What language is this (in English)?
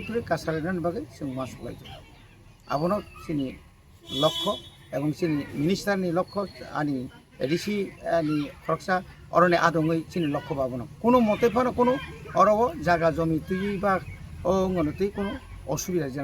Kok Borok